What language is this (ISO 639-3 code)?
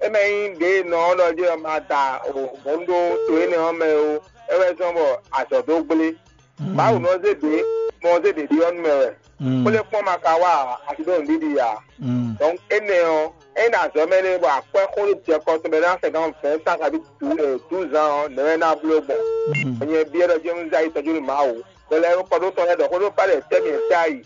fon